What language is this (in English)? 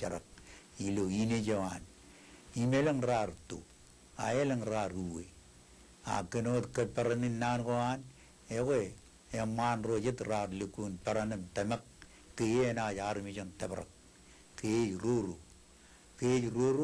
Marshallese